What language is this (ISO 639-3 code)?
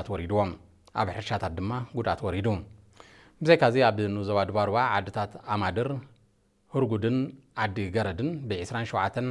tir